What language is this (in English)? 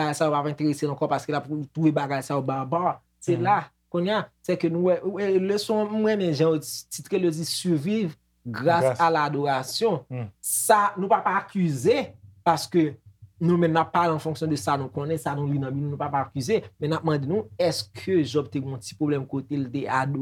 Haitian Creole